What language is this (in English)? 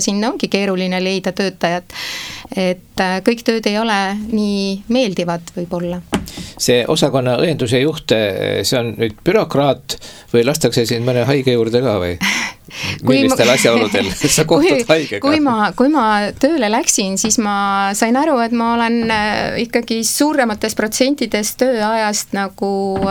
Estonian